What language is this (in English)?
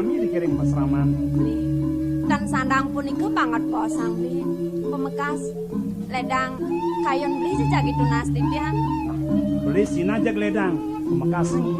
Balinese